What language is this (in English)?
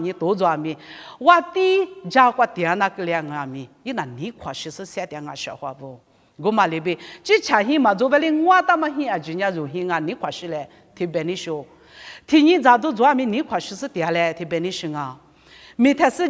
Lisu